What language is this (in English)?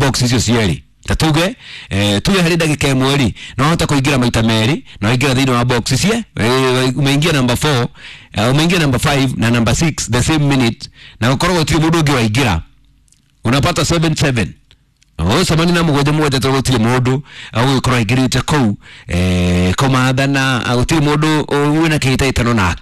Kikuyu